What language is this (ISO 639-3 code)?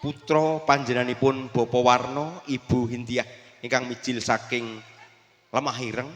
jav